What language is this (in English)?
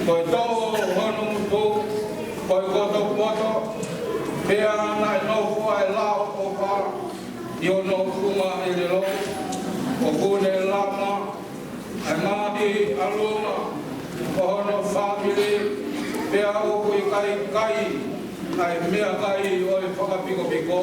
Tongan